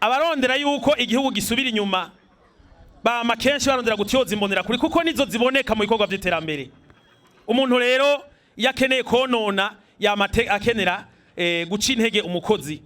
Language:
Rundi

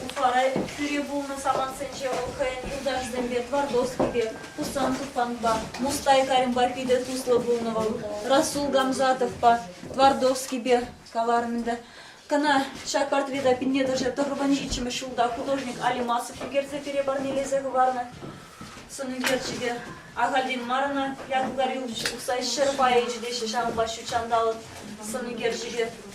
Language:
Chuvash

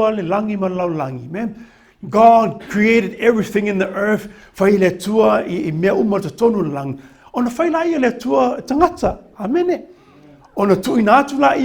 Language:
Samoan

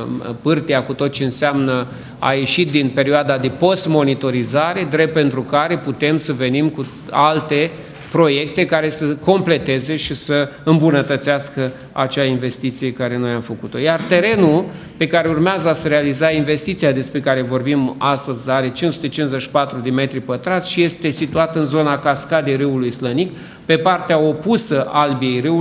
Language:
Romanian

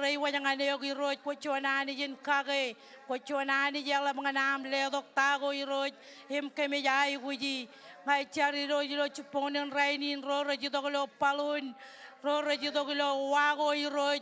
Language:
Marshallese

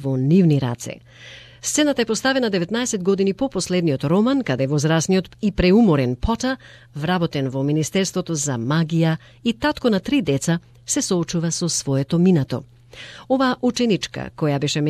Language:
Macedonian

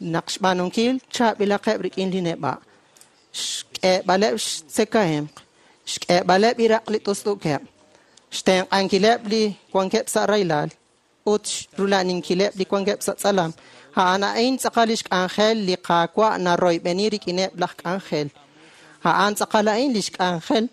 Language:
Kekchí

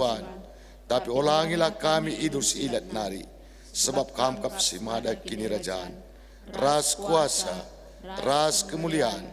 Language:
Batak Karo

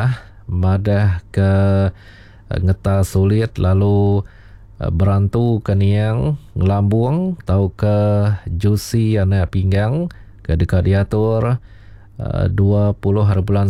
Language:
Iban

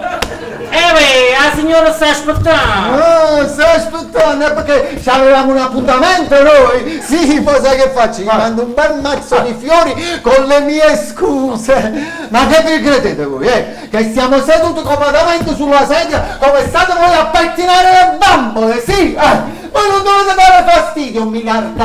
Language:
Neapolitan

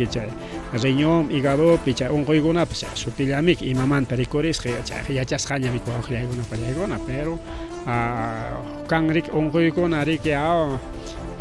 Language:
Ayacucho Quechua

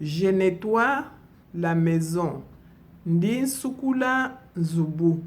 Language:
Luba-Lulua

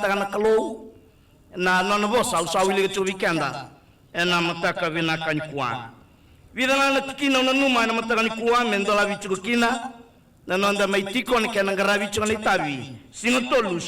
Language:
Fijian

